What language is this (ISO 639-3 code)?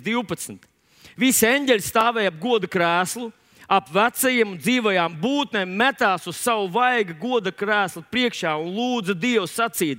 lav